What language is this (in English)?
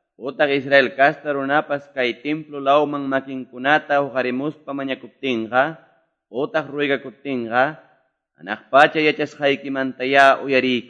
Quechua